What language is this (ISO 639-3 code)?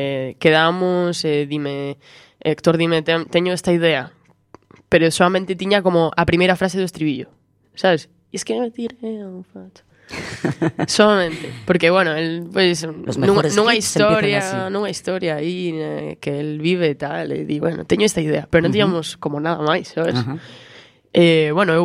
glg